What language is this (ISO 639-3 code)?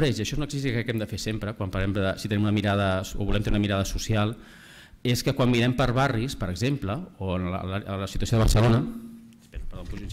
cat